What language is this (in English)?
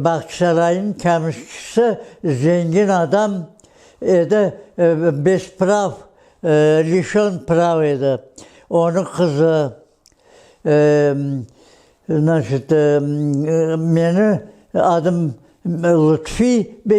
Crimean Tatar